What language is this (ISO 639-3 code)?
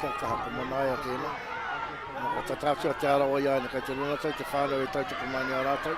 mri